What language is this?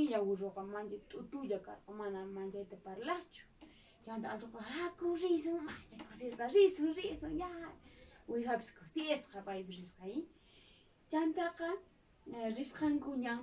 Quechua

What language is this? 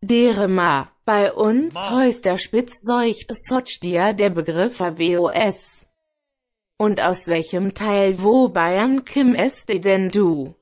Bavarian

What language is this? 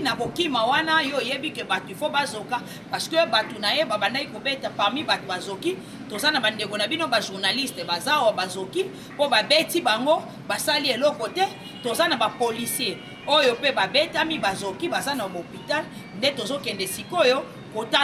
Lingala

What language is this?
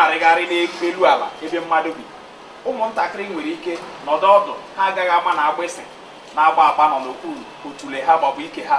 Igbo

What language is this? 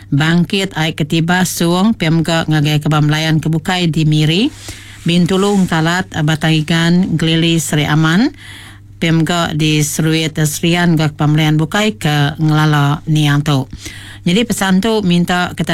Iban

